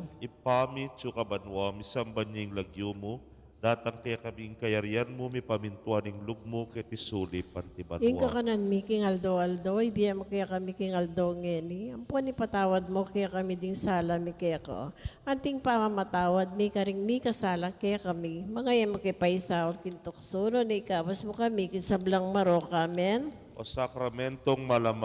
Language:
Pampanga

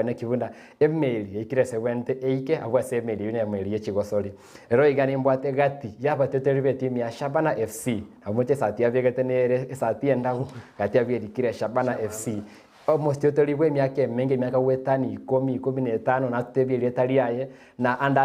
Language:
Gusii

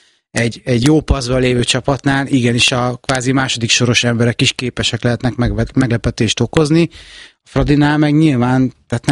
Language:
Hungarian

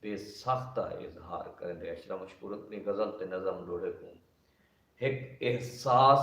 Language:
Saraiki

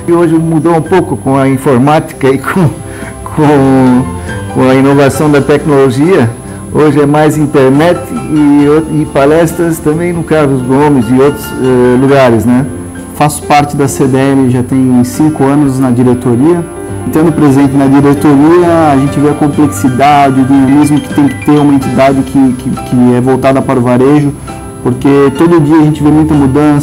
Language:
Portuguese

